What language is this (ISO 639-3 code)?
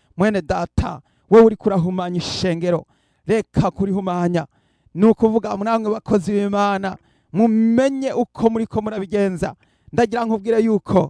run